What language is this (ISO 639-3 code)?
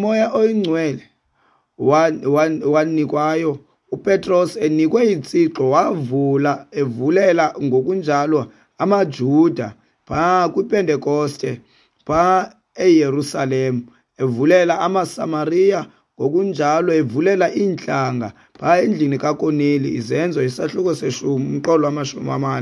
xho